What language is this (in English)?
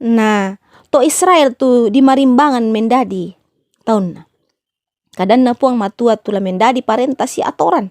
Toraja-Sa'dan